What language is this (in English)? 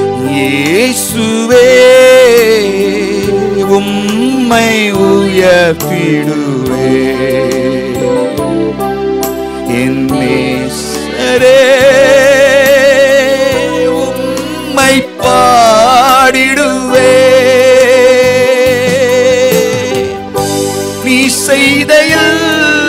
Tamil